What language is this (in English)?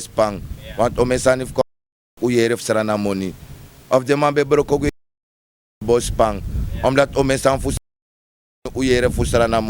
Sranan Tongo